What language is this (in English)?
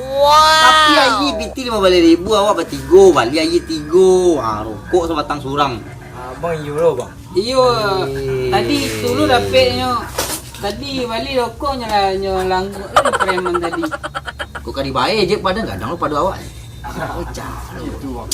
Minangkabau